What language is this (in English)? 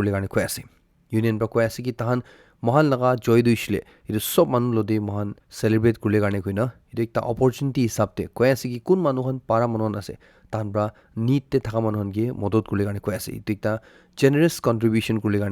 Naga Pidgin